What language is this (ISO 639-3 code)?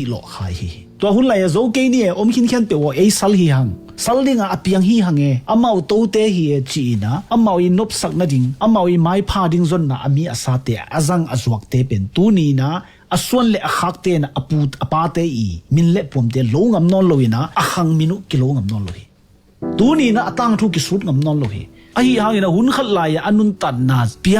ctd